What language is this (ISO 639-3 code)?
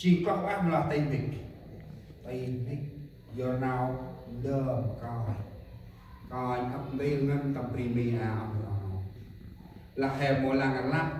cmo